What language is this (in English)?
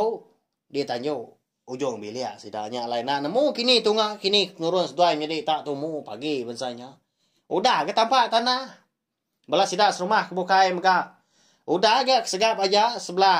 Iban